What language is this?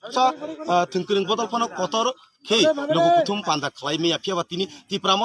Kok Borok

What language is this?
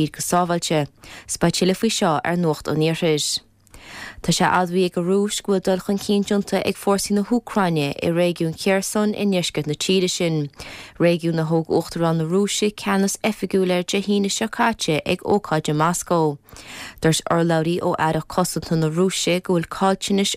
Irish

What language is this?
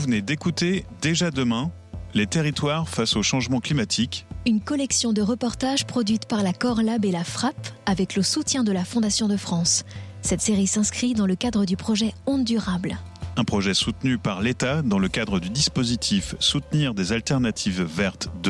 French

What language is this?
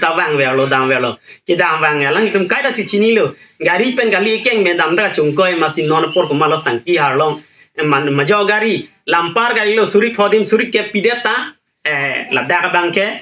Karbi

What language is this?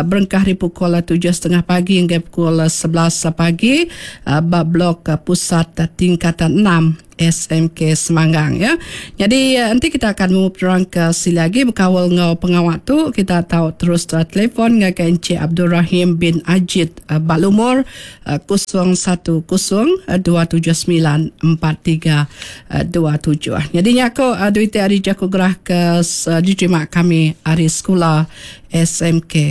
Iban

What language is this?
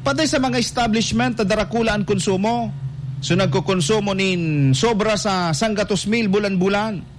Bikol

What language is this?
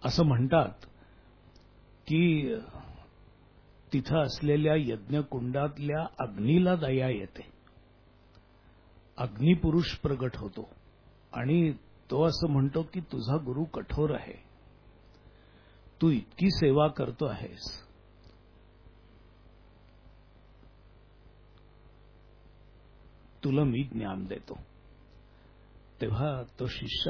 Marathi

